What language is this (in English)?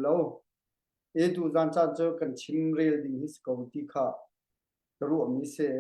Hakha Chin